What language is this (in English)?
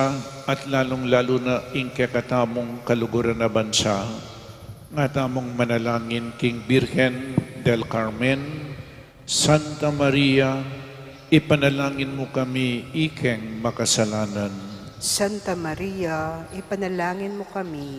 Pampanga